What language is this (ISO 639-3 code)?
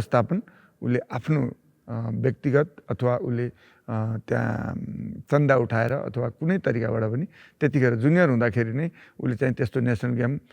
nep